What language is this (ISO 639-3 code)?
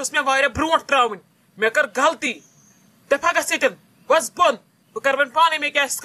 kas